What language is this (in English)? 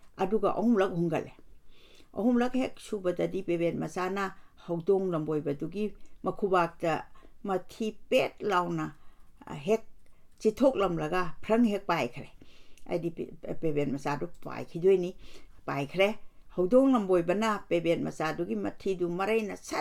Manipuri